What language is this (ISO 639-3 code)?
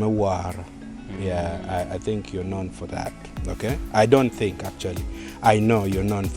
ach